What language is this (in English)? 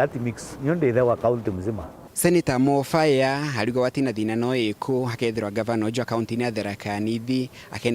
Meru